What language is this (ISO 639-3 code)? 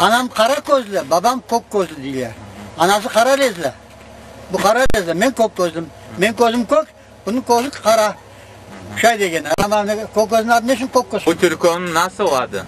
crh